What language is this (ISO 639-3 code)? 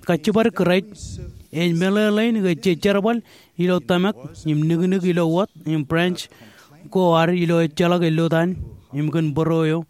mah